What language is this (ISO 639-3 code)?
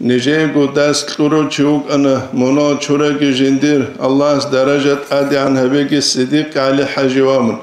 ava